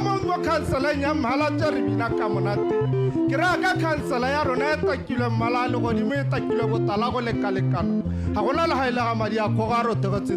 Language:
Tswana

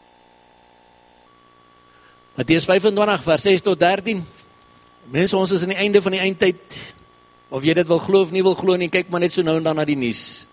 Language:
Afrikaans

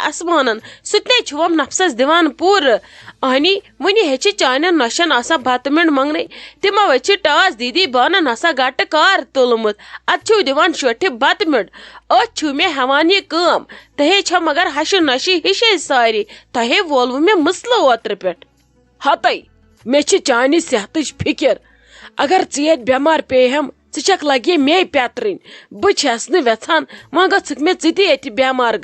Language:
Kashmiri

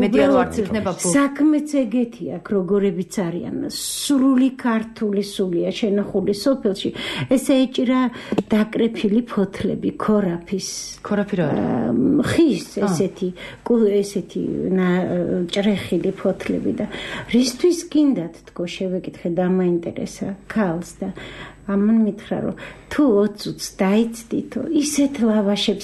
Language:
Georgian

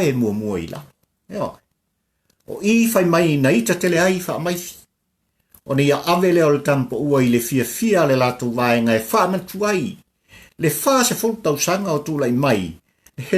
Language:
Samoan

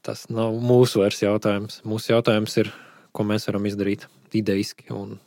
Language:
Latvian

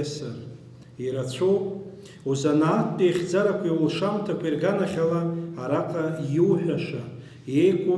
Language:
Abkhazian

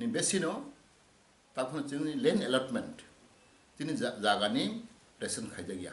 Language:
Kok Borok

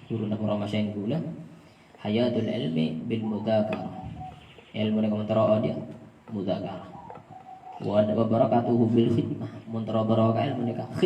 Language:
Madurese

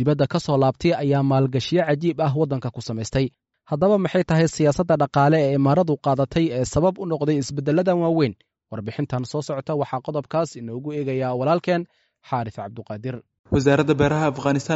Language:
Somali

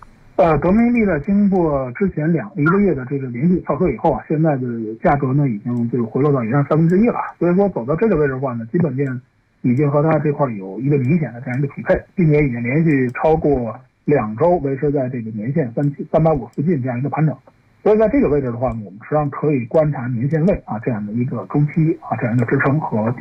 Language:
Chinese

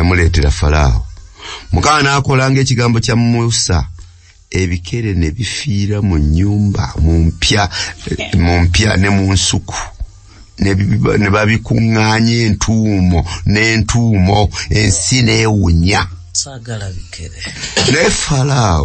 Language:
Ganda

